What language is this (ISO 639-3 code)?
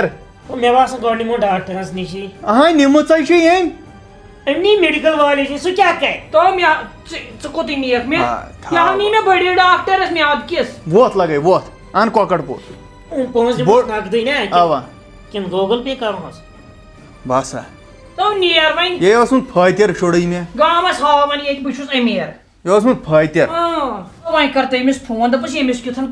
kas